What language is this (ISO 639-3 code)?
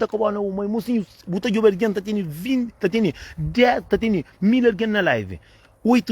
kea